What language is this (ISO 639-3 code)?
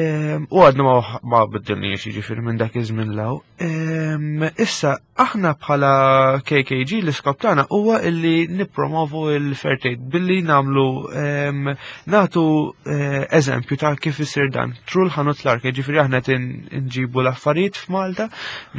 mlt